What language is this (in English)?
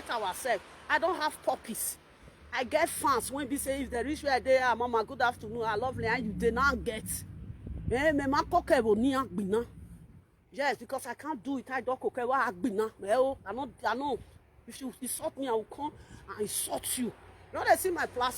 Nigerian Pidgin